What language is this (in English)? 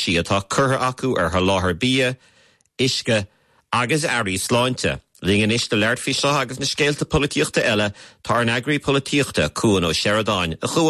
Irish